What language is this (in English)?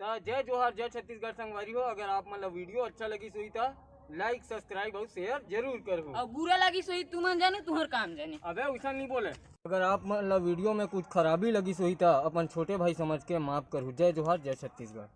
Chhattisgarhi